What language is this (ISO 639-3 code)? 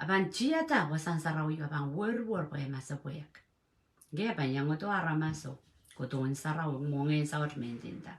pon